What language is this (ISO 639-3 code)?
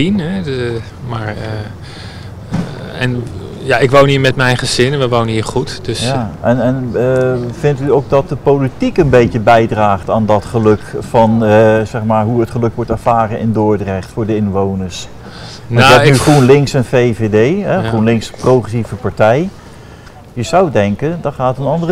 nld